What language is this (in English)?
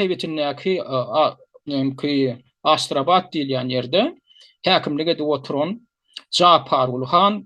Turkmen